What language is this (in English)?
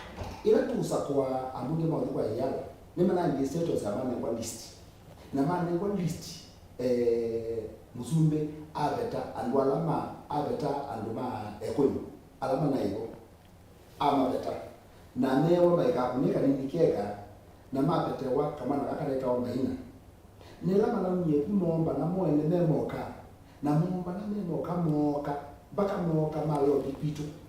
Kamba